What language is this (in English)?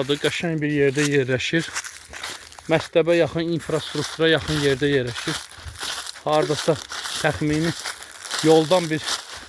Azerbaijani